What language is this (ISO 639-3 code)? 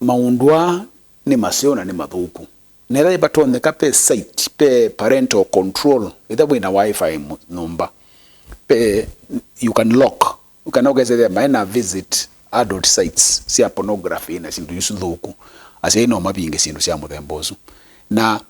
kam